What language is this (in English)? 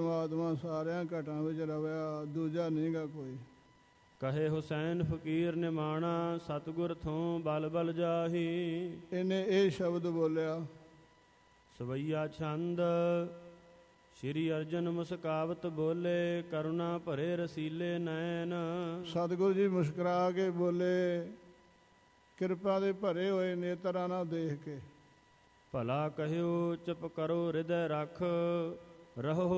Punjabi